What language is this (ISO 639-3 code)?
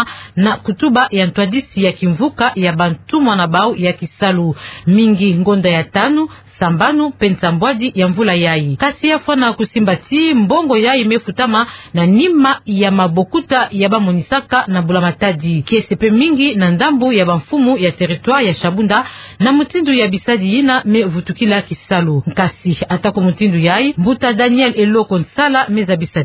ktu